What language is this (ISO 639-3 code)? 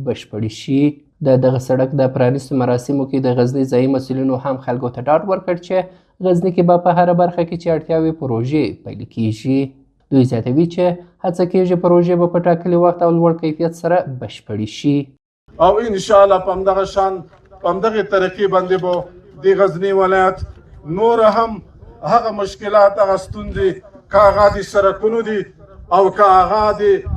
pus